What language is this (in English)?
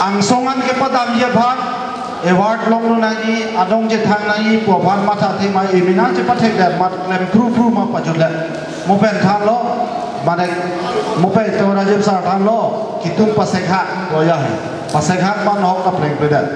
Karbi